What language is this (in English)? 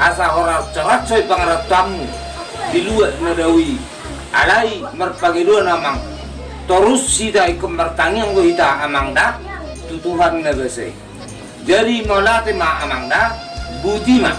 Batak Toba